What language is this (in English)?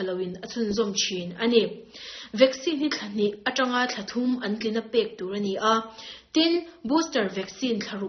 Mizo